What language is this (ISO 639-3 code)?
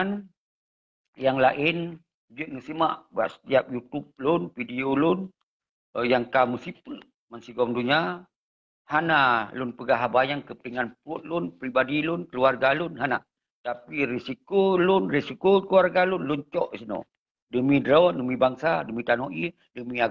ace